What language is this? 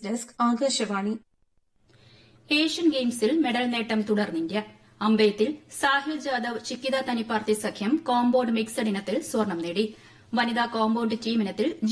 Malayalam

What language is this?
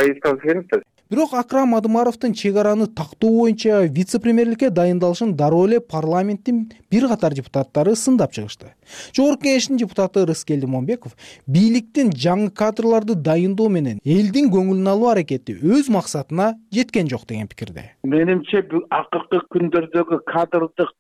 Kyrgyz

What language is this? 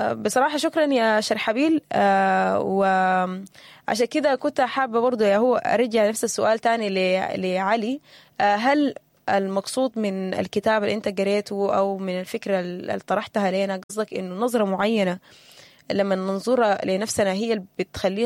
Sudanese Arabic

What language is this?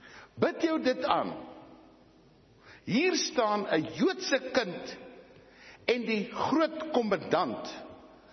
Afrikaans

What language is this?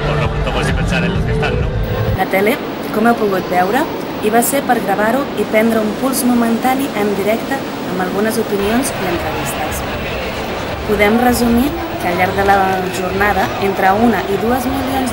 Catalan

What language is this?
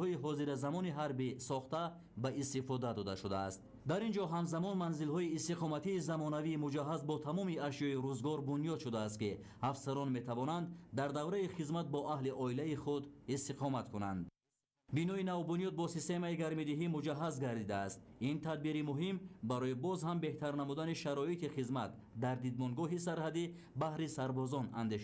Tajik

